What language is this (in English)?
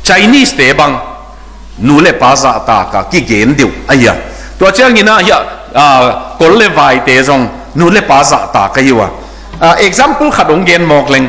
Tedim Chin